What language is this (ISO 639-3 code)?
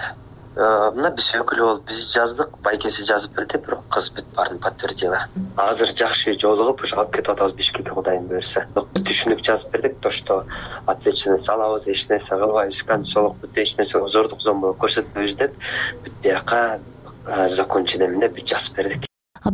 kir